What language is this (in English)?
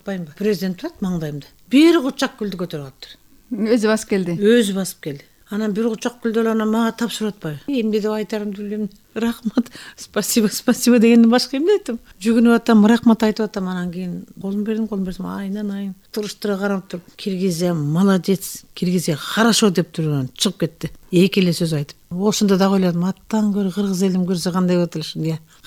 Kyrgyz